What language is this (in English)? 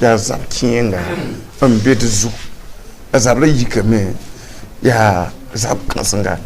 Mossi